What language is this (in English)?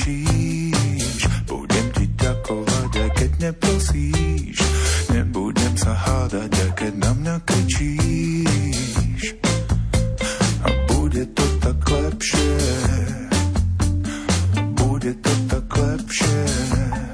Slovak